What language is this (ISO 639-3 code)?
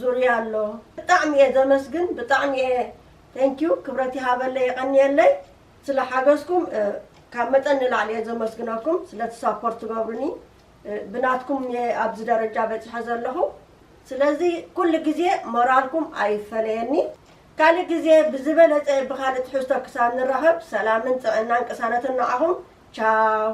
tir